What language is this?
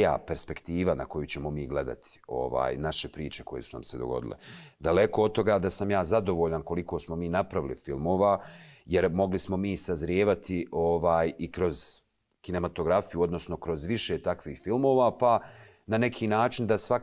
Bosnian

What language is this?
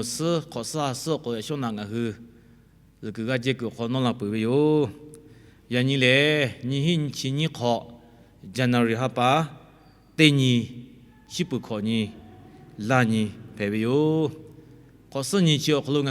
Lahu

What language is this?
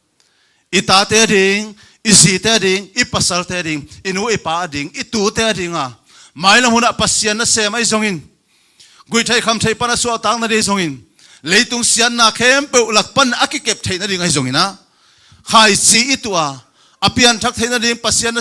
Tedim Chin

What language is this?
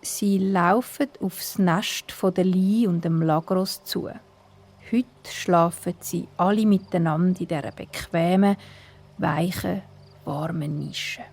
Swiss German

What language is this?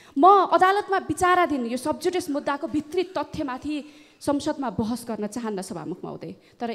Nepali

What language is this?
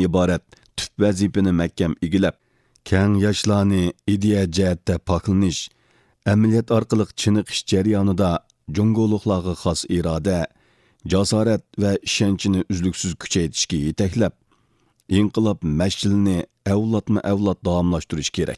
Uyghur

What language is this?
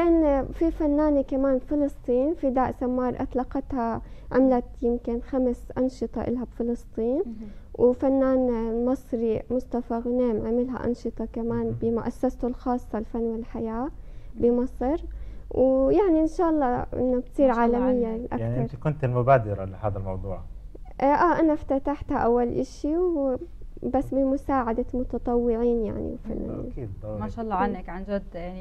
North Levantine Arabic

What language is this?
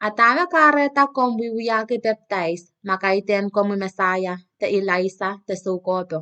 Pohnpeian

